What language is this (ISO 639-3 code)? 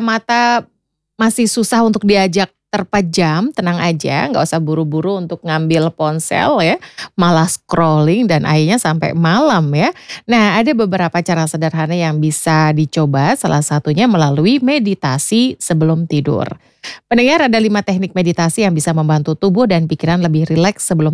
ind